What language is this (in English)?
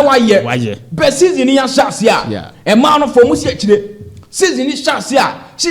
Akan